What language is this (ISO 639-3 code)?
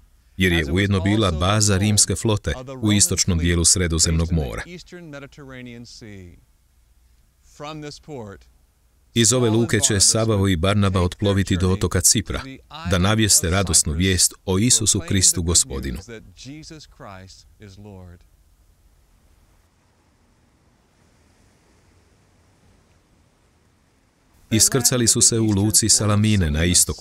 hrv